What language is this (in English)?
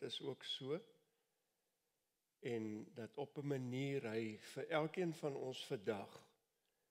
Afrikaans